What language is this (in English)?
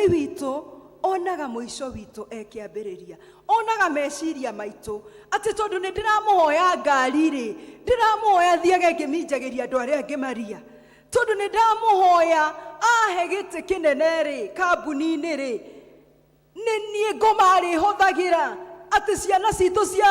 Kikuyu